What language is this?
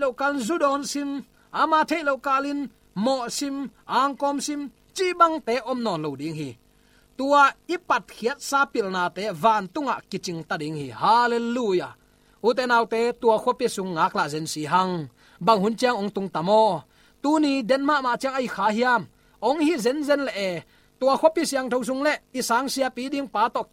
Tedim Chin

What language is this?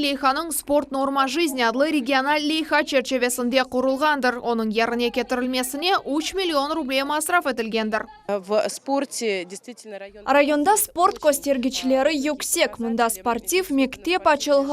Crimean Tatar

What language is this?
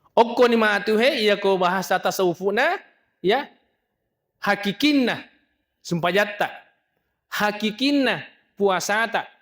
Buginese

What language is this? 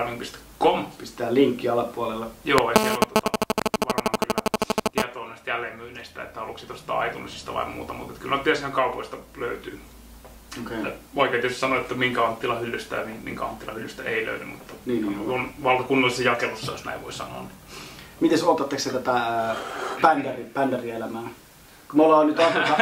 Finnish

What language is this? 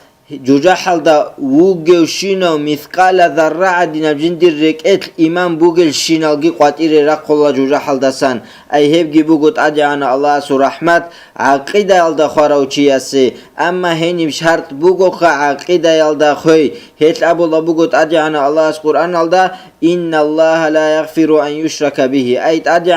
Avaric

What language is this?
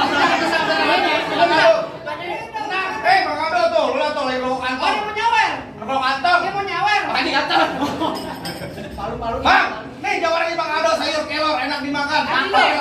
Betawi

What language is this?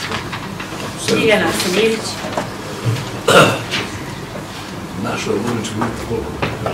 Serbian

